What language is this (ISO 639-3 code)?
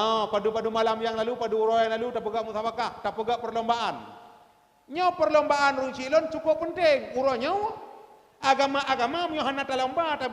ace